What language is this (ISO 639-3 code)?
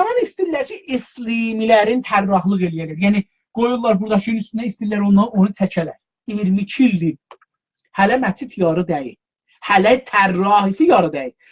azb